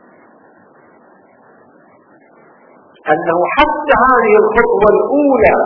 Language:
Arabic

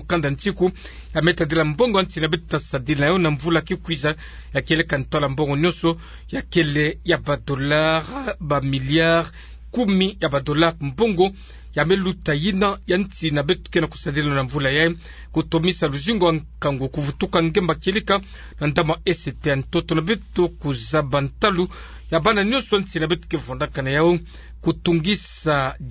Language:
Kituba (Democratic Republic of Congo)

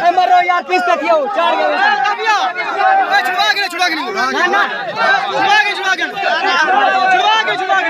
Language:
Saraiki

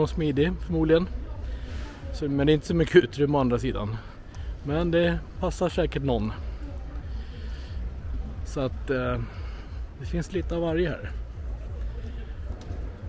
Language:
Swedish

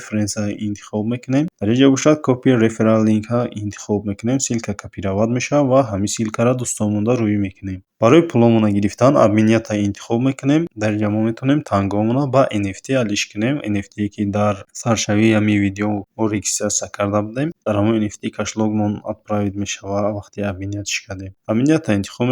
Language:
Tajik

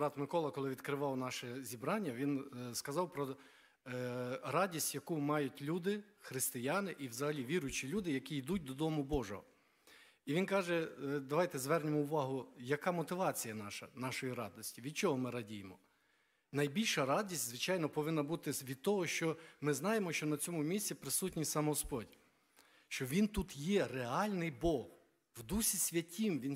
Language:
Ukrainian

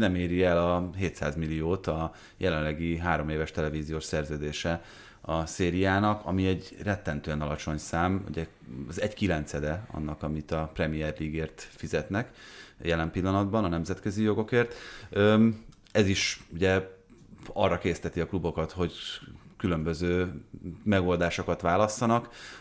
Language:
Hungarian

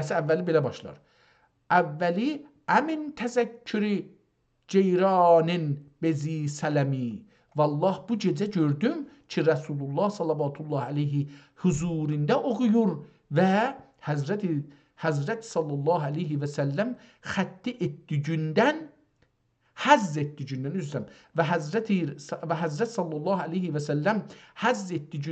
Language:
South Azerbaijani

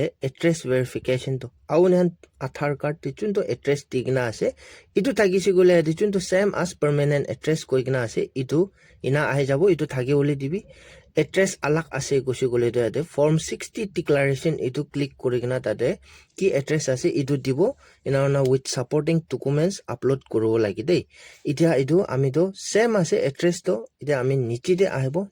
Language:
Naga Pidgin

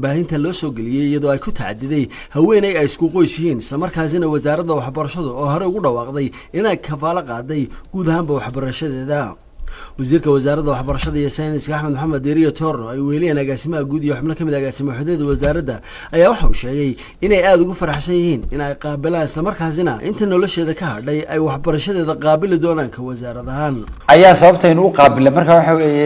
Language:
Somali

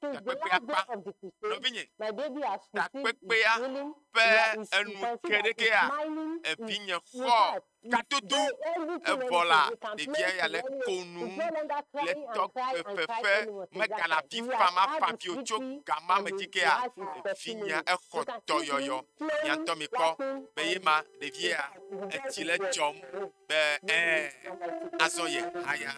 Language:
Ewe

